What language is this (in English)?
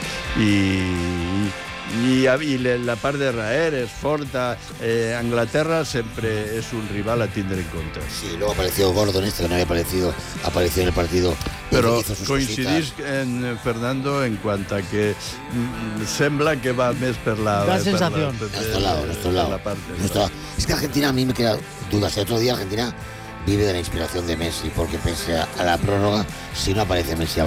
Catalan